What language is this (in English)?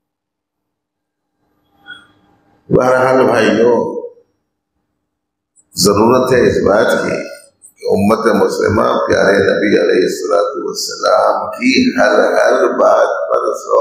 Urdu